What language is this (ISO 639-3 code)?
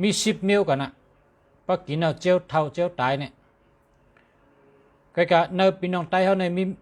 shn